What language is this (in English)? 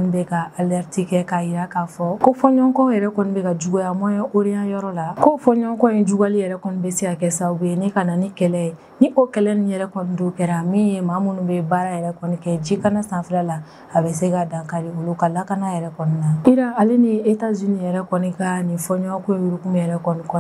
Bambara